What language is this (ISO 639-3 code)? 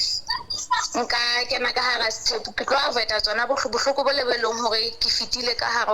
sot